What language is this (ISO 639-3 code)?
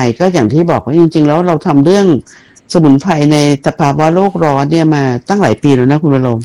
tha